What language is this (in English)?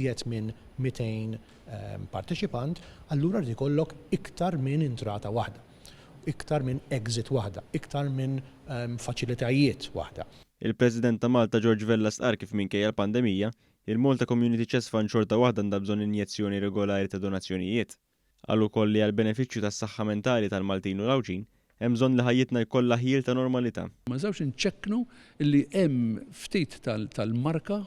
Maltese